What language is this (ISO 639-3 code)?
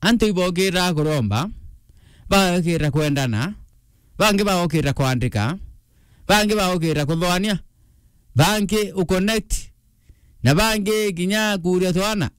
mer